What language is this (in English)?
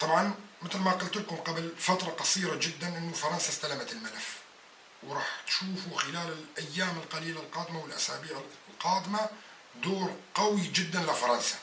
North Levantine Arabic